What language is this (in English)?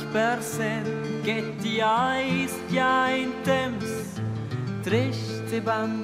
Romansh